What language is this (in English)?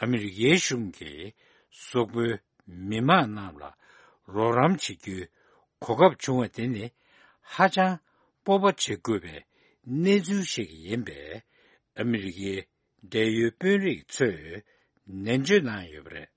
Tibetan